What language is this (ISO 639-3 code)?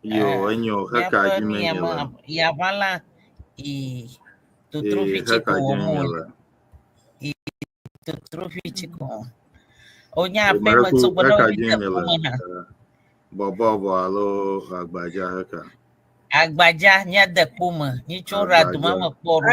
ewe